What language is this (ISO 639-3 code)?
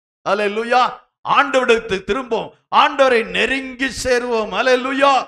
tam